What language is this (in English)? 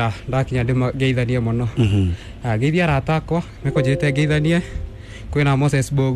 Kikuyu